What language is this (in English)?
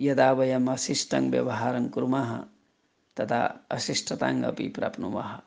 Sanskrit